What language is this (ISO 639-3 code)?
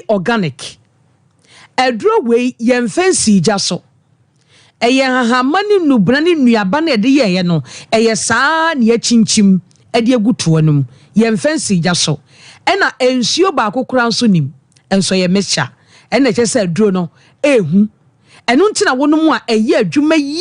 aka